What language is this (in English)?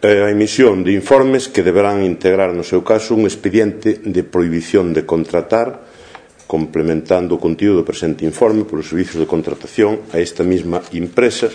Galician